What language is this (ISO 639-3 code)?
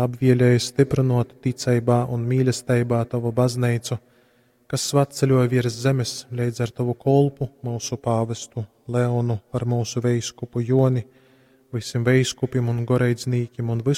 ltg